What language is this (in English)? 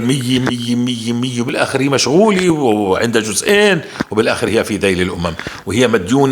North Levantine Arabic